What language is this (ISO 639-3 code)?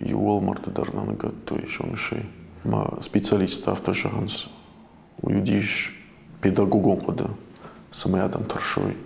oss